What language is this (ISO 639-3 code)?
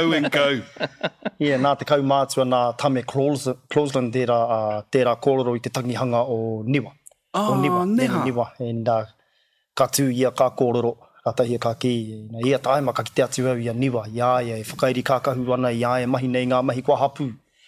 mri